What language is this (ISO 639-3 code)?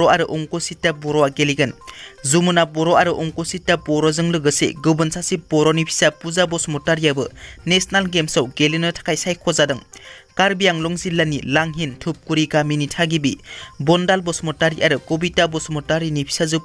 brx